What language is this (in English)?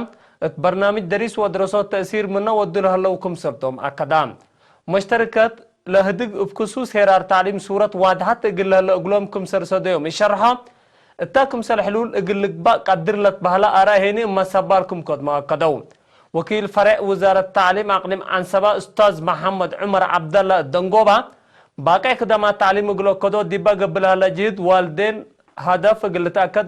Tigre